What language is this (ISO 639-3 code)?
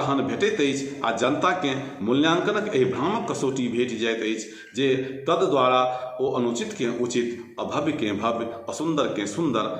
mai